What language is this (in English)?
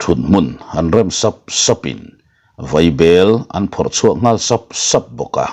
Mizo